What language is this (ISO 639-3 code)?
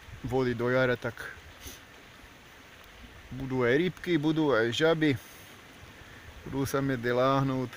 slk